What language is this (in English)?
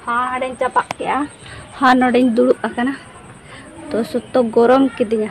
Santali